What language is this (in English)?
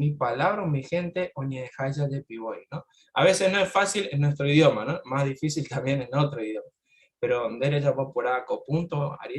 Guarani